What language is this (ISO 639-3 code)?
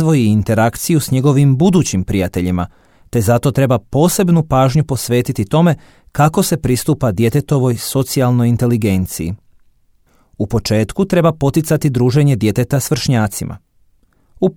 hrv